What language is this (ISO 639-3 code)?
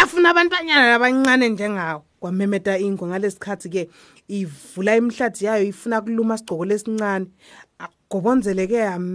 ssw